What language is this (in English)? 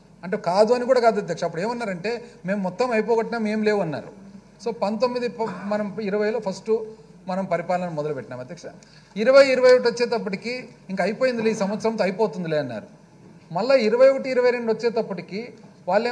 Telugu